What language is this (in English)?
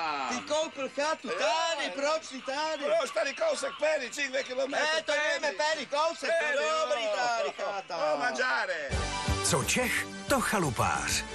Czech